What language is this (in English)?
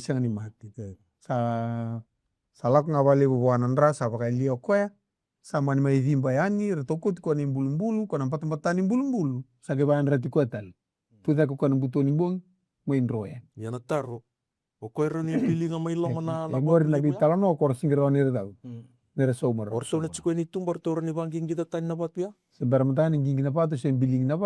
Fijian